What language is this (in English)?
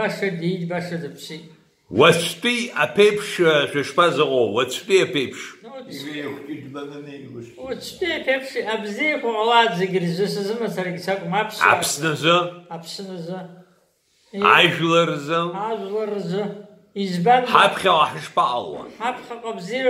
Abkhazian